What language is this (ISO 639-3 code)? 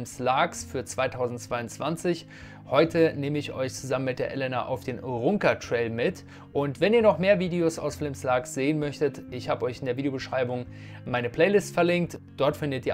deu